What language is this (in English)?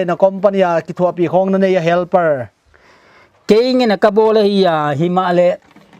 Paite Chin